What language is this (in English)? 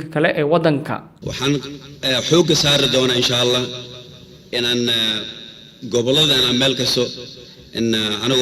Somali